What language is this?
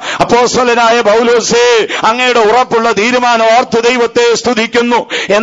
Malayalam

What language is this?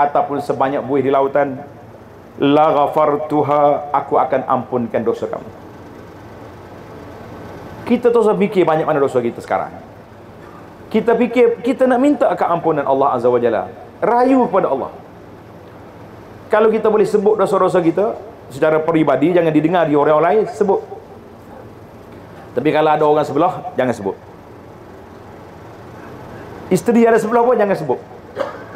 Malay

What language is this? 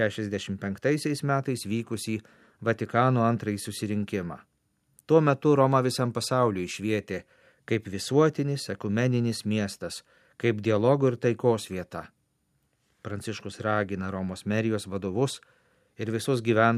Lithuanian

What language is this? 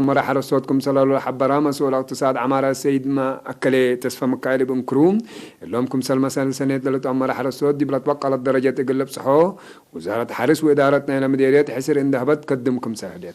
Tigre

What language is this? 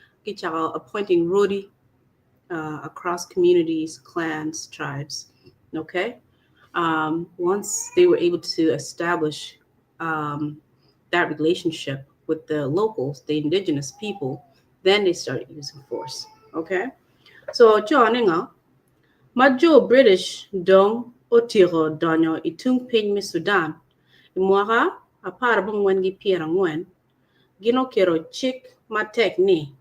Acoli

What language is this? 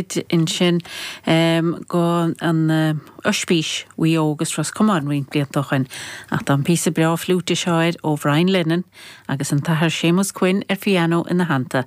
Irish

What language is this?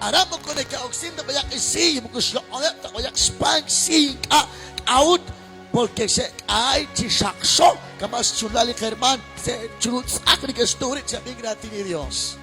Kekchí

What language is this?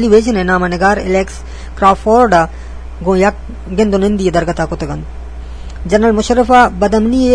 Eastern Balochi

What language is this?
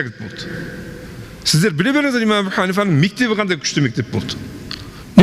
Kazakh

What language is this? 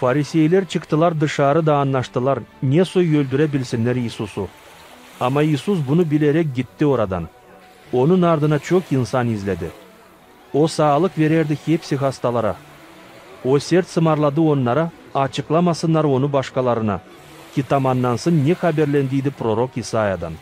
Gagauz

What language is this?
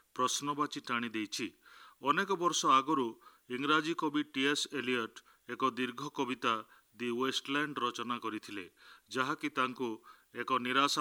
Odia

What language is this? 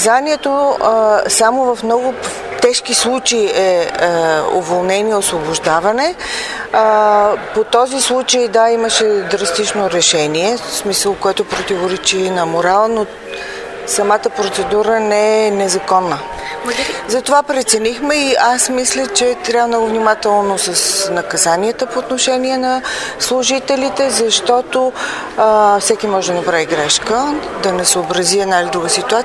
Bulgarian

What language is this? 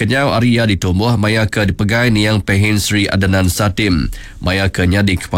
Iban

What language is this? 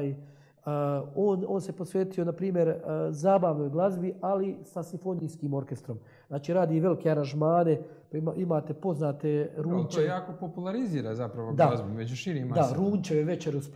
Croatian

